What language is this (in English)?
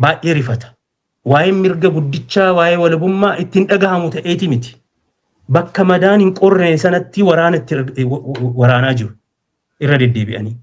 Oromo